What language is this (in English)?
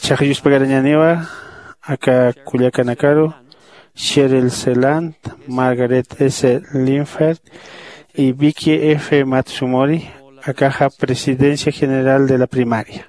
Aymara